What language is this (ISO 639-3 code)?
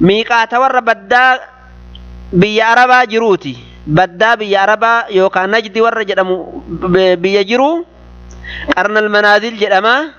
orm